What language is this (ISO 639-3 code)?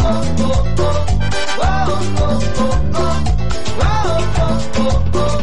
spa